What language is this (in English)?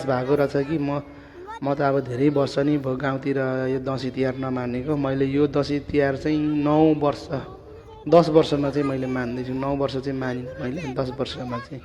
Nepali